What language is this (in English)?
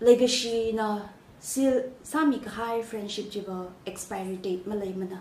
Tangkhul Naga (India)